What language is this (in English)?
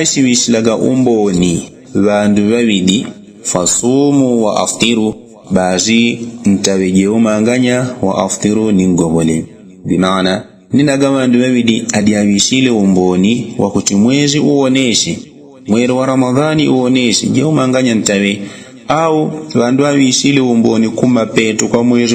Yao